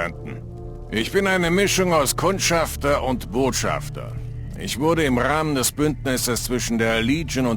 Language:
Bavarian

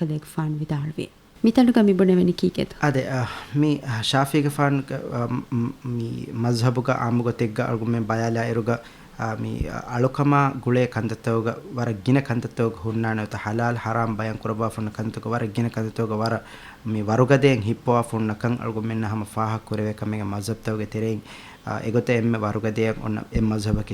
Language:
Divehi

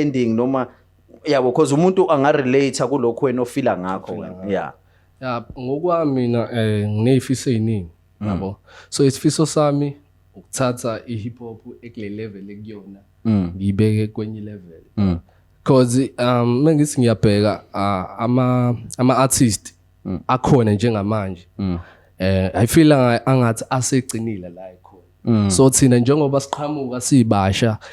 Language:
Zulu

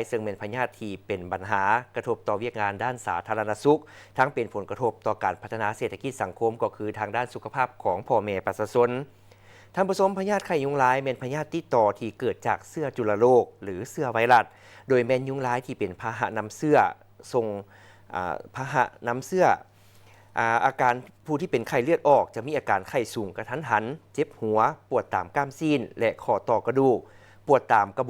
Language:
Lao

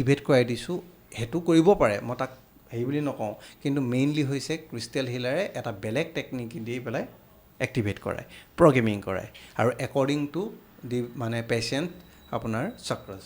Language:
Assamese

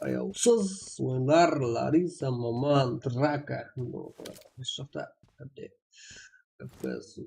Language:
Kara-Kalpak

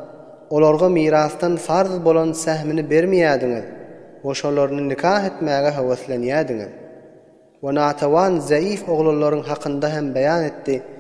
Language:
Turkmen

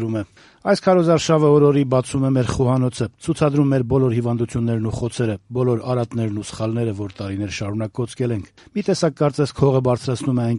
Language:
Armenian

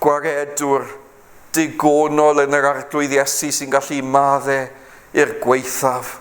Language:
Welsh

